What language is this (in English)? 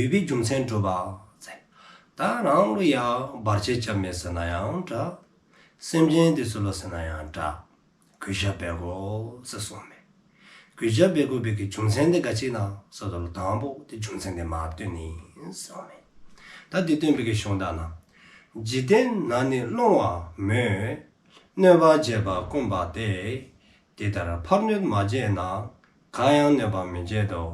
Dzongkha